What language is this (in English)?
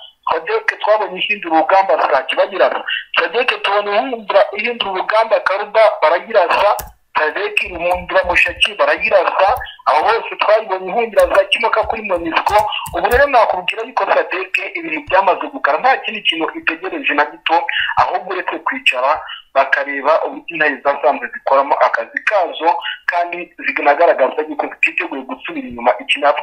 Kinyarwanda